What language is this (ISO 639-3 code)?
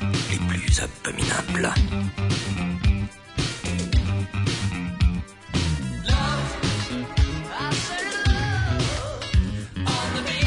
fra